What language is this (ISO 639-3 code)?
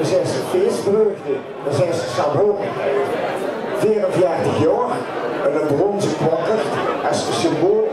lim